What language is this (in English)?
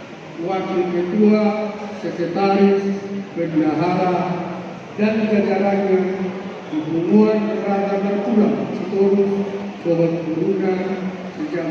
Batak Toba